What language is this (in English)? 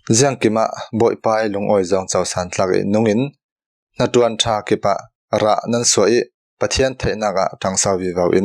Falam Chin